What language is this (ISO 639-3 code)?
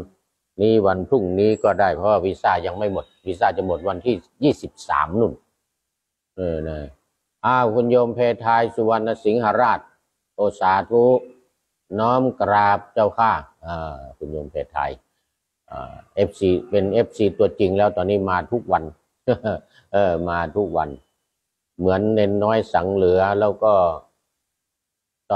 tha